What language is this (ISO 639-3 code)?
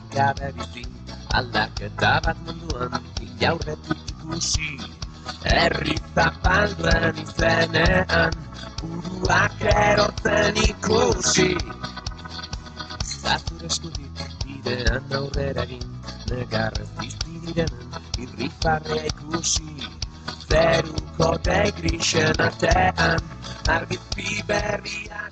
eus